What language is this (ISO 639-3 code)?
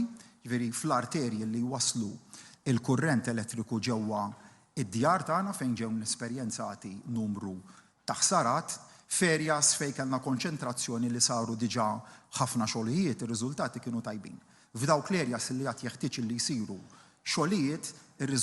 mlt